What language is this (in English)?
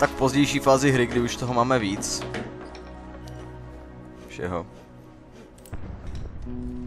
Czech